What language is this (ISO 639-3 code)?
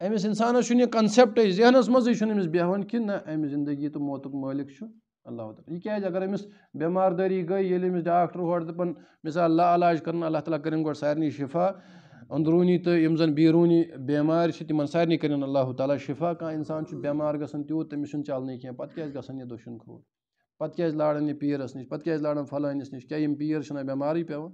kas